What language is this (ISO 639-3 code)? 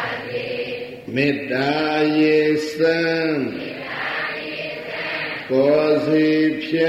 mya